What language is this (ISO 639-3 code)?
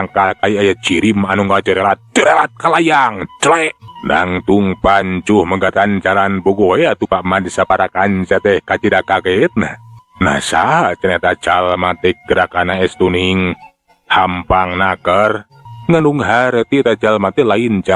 sun